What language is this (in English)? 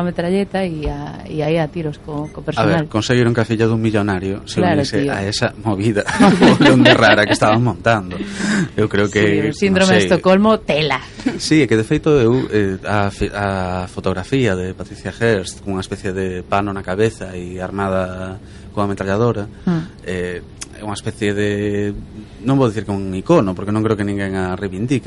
Galician